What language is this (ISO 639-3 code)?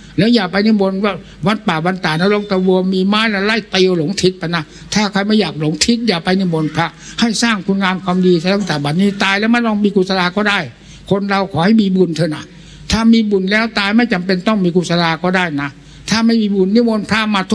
tha